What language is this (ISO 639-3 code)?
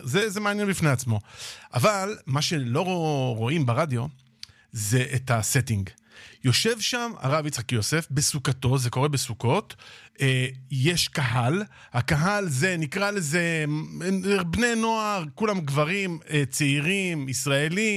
heb